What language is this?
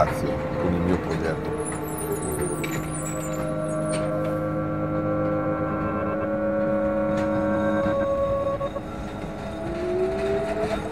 Italian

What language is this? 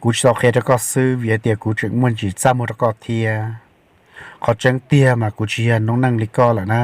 Hmong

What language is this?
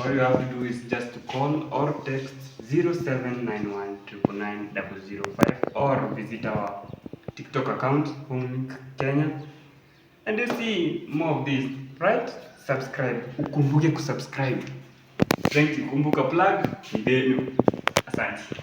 Swahili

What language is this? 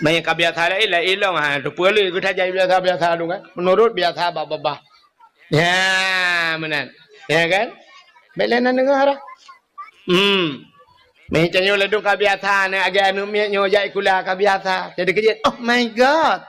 Achinese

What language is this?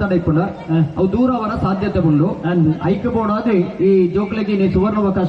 Tulu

